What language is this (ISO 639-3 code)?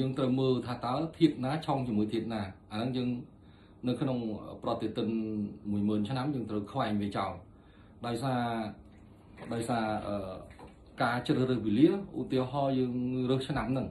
khm